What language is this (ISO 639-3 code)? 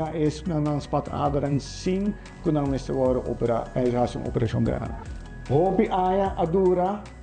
pap